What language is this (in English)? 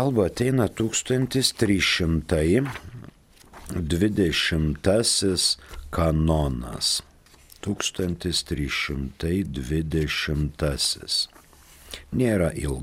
Lithuanian